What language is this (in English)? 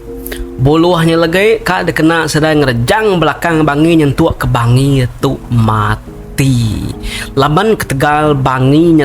Iban